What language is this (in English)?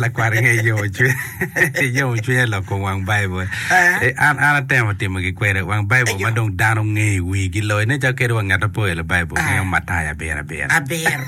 Acoli